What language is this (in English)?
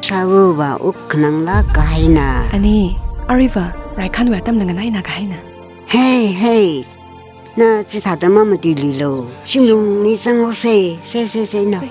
Tangkhul Naga (India)